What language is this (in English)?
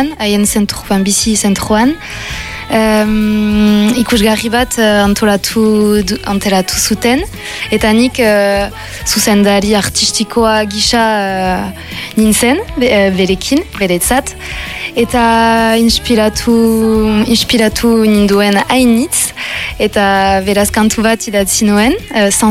Basque